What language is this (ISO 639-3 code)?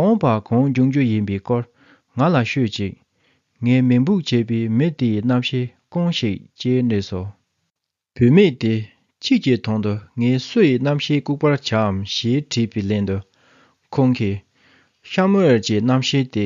bod